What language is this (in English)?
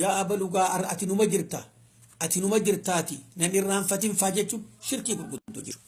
Oromo